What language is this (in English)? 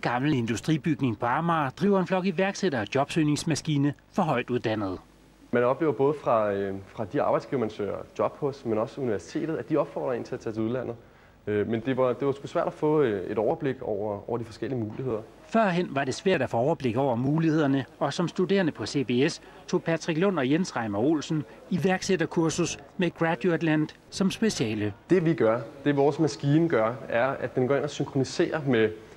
Danish